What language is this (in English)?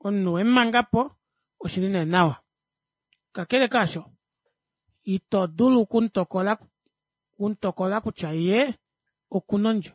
Kuanyama